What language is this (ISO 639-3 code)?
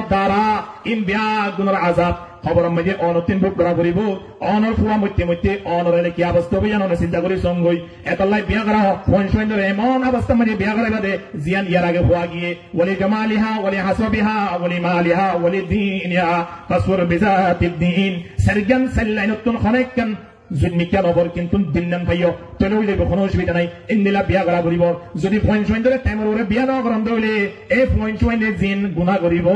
rhg